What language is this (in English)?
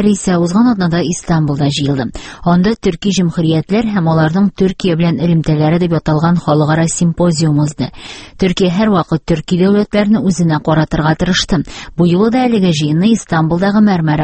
Tatar